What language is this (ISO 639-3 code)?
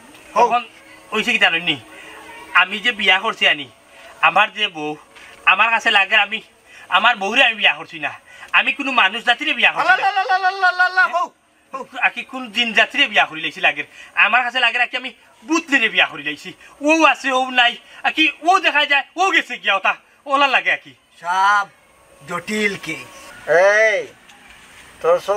syl